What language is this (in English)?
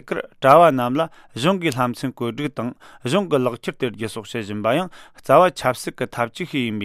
Latvian